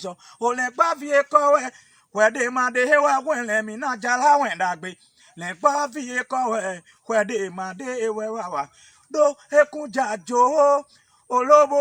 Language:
Fon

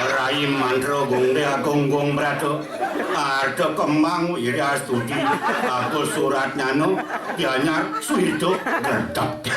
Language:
Balinese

